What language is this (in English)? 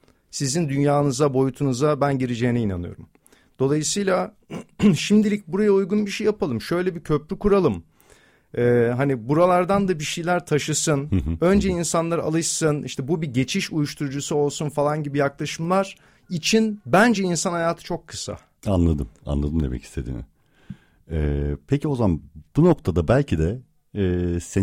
Turkish